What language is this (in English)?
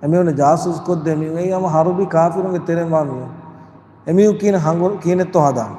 Divehi